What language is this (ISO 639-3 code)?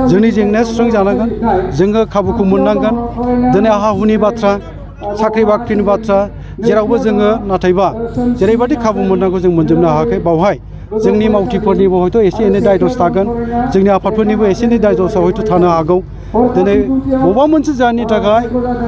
brx